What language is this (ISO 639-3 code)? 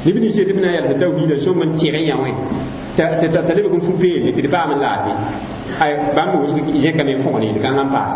mos